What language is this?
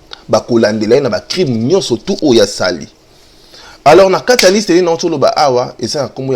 Lingala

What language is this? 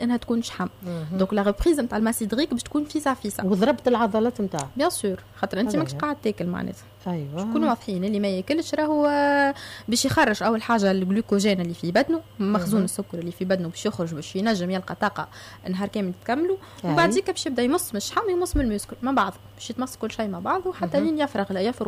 Tunisian Arabic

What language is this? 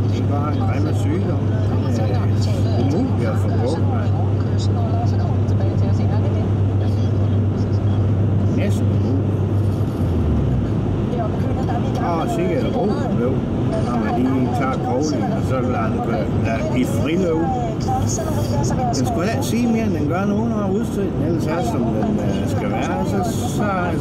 Danish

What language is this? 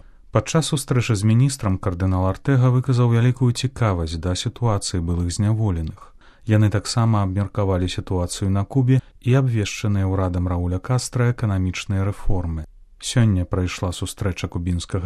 Belarusian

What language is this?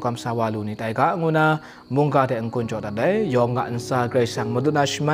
Kachin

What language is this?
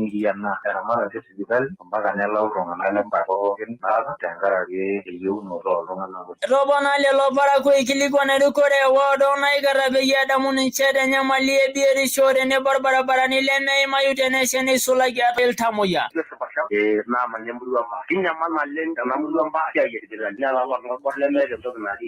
Masai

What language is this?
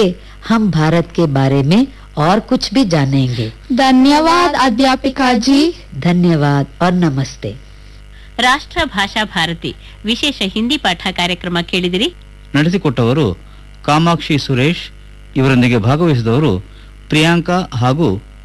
Kannada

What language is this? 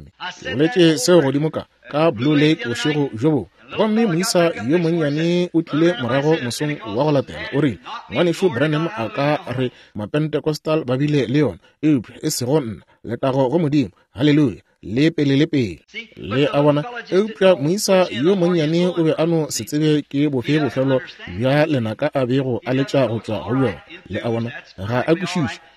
Northern Sotho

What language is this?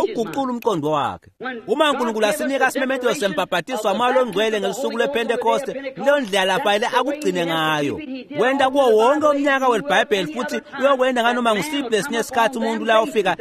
Swati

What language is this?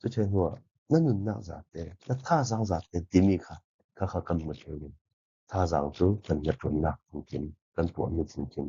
Falam Chin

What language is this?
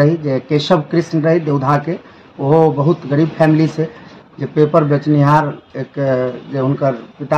Maithili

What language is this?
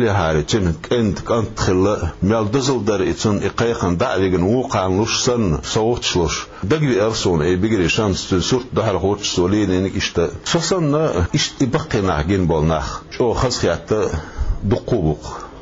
Chechen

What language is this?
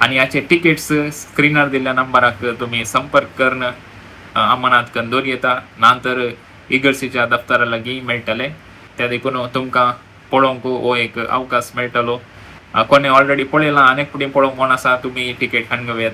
Konkani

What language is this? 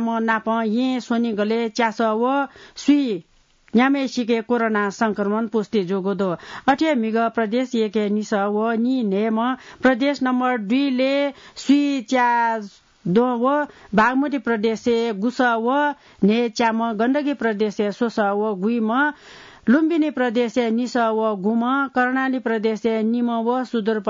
Newari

